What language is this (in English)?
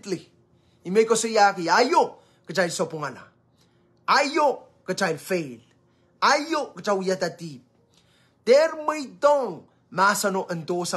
Pohnpeian